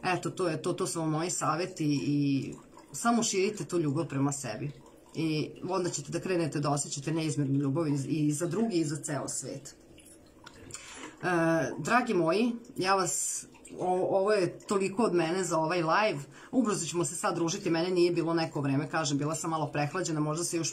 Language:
Serbian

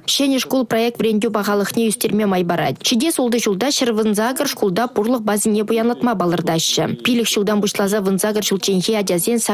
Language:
Chuvash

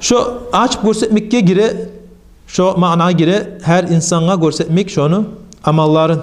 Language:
Kumyk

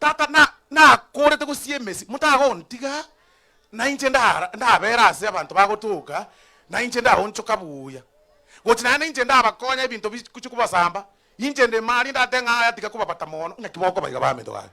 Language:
Gusii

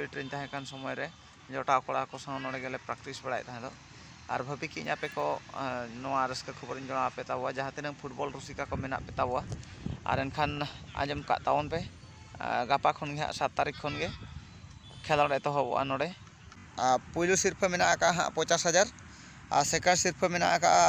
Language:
Santali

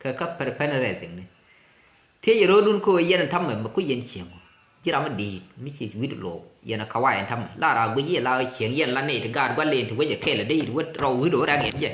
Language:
Nuer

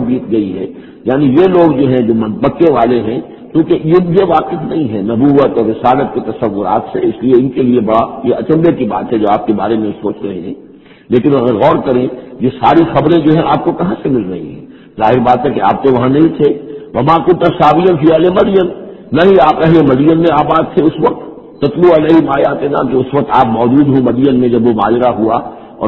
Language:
Urdu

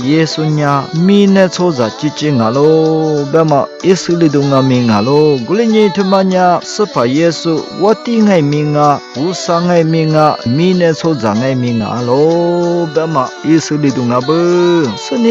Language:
Lisu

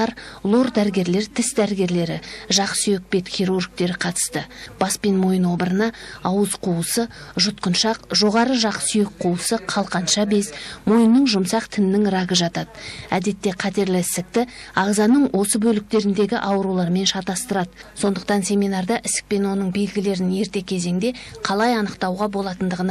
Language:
Kazakh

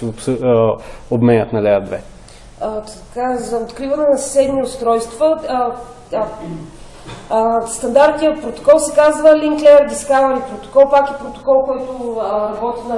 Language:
Bulgarian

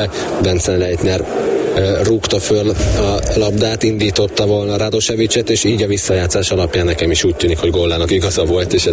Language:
Hungarian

